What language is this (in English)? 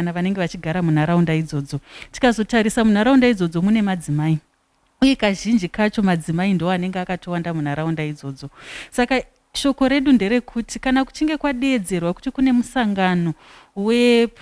Shona